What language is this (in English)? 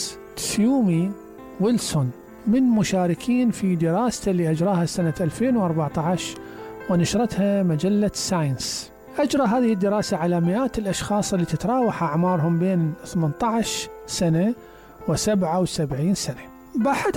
Mesopotamian Arabic